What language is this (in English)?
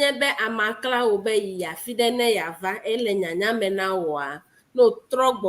Ewe